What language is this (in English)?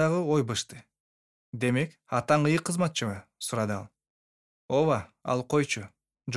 Kyrgyz